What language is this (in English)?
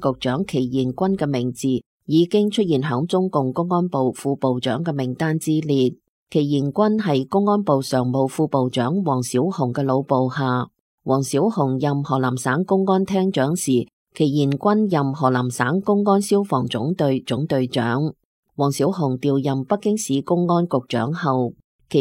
Cantonese